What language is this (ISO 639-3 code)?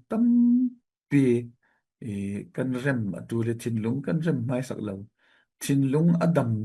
cfm